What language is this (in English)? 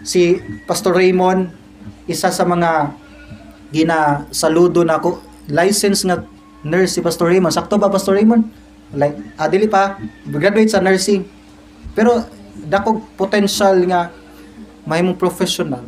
Cebuano